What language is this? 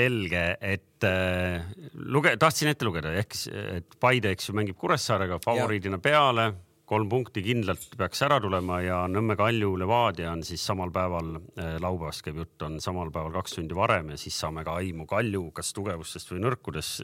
Estonian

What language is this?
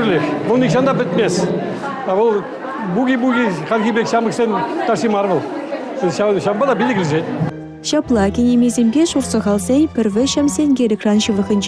Chuvash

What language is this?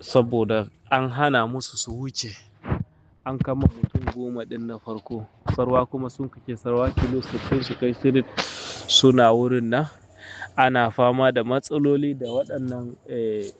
Hausa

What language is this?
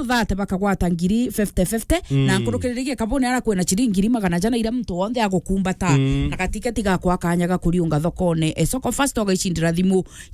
Meru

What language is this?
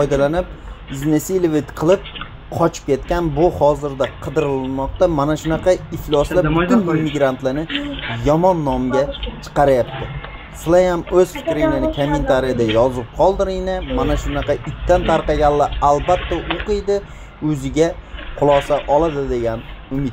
Uzbek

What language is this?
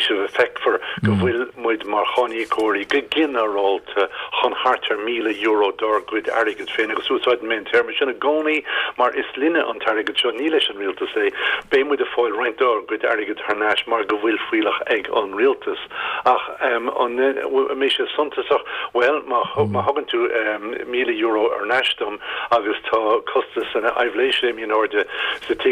Irish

